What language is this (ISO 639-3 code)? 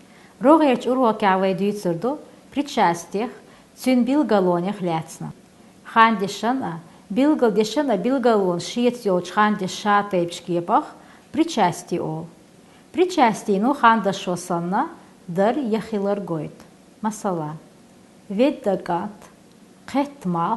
che